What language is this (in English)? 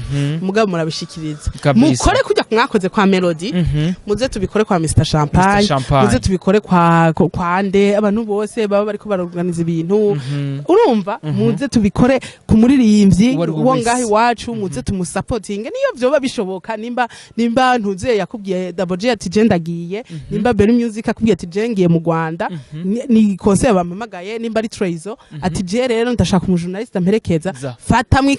Rundi